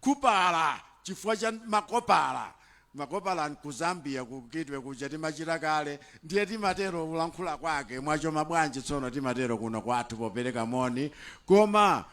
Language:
Nyanja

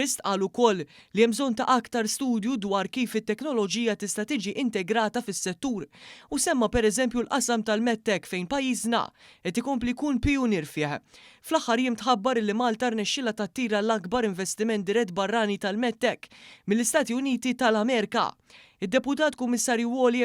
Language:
Maltese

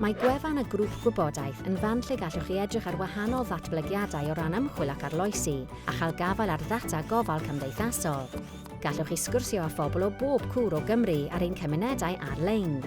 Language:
Welsh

